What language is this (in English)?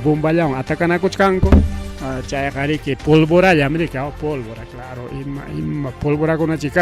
Ayacucho Quechua